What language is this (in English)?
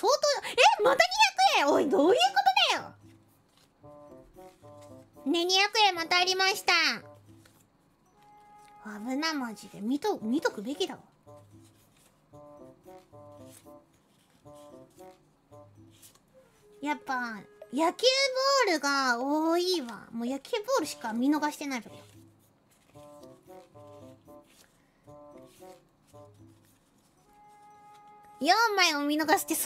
Japanese